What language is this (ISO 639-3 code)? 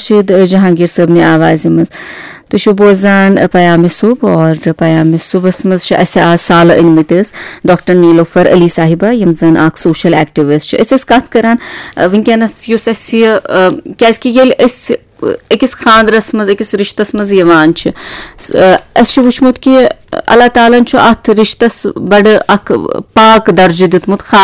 kas